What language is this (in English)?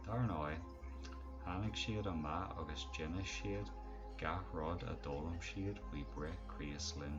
Irish